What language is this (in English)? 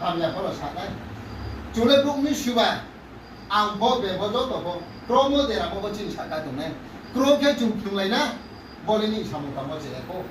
Riang (India)